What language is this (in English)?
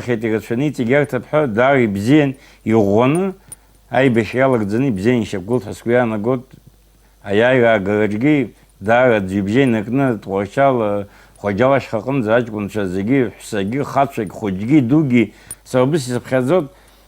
Abkhazian